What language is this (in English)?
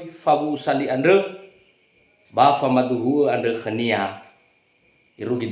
Nias